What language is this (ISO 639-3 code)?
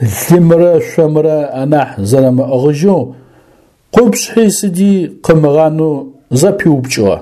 ady